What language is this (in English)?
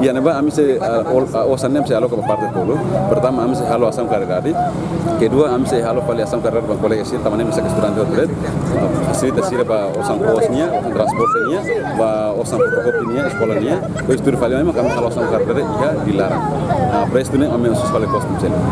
Tetum